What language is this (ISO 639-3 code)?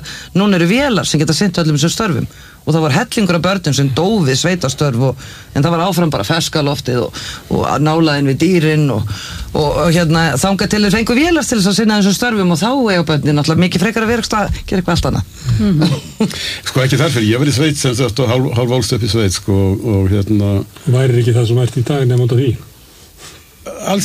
isl